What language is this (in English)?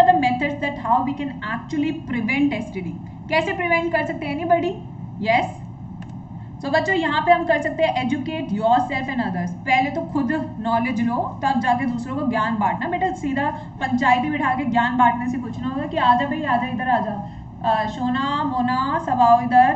Hindi